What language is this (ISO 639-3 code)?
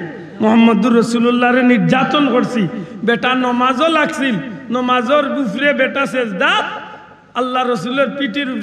syl